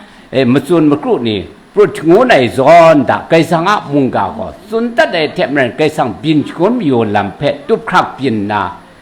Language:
Kachin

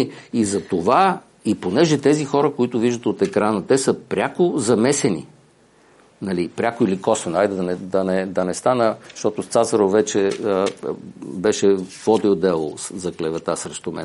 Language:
Bulgarian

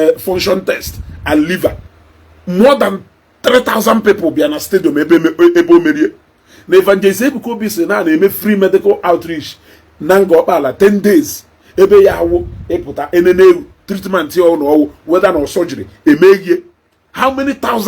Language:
Igbo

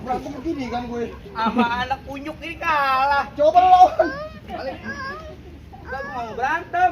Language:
Betawi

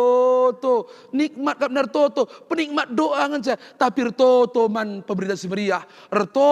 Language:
Batak Karo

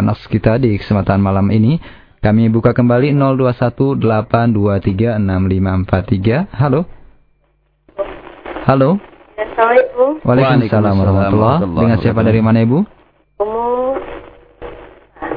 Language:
Indonesian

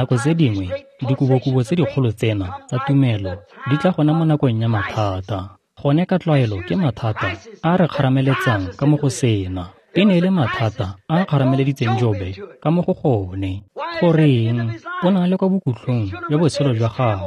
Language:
Tswana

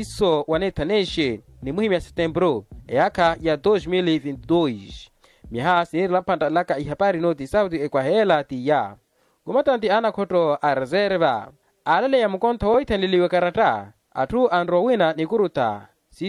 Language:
Makhuwa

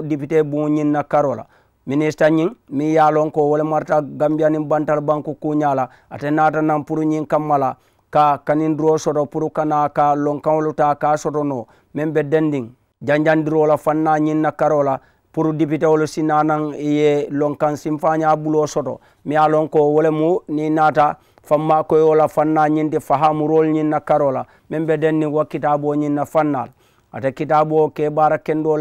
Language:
Mandingo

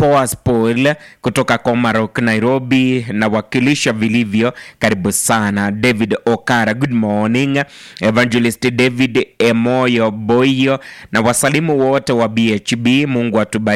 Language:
Swahili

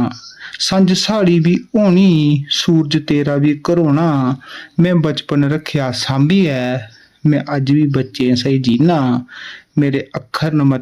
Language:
Dogri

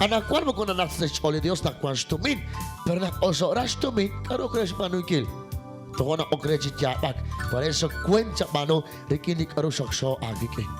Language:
Kekchí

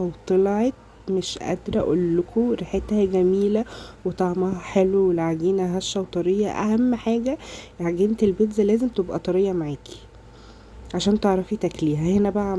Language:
Egyptian Arabic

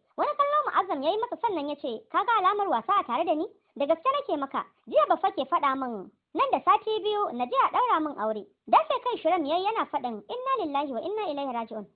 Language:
Hausa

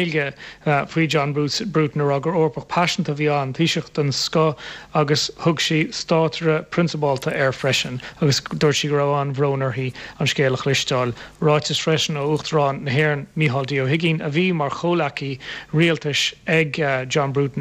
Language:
Irish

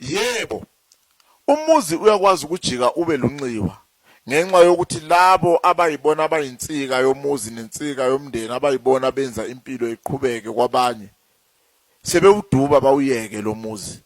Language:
Zulu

